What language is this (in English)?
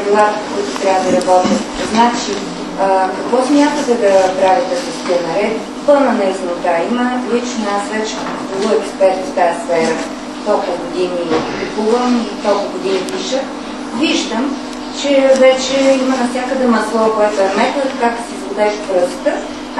Bulgarian